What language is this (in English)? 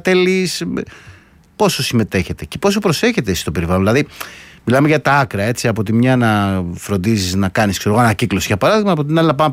Greek